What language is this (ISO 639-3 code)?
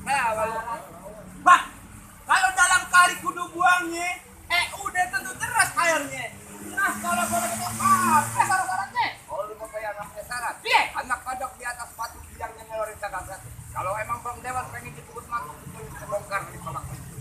bew